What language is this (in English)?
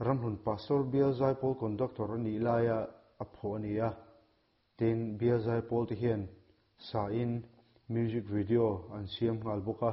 Mizo